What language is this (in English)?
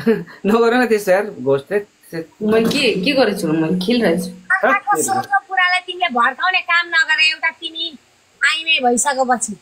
Nepali